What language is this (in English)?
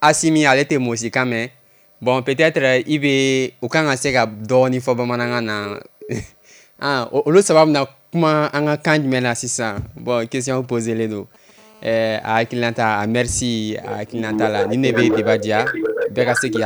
Bambara